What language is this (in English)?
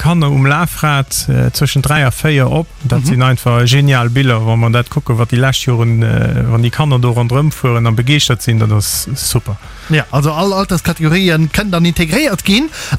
Luxembourgish